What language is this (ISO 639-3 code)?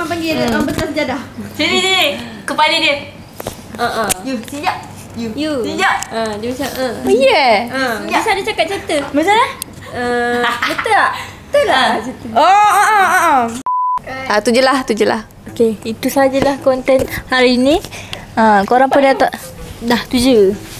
msa